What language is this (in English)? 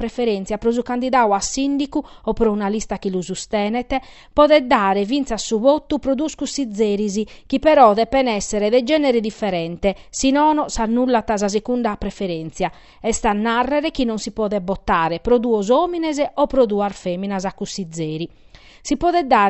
Sardinian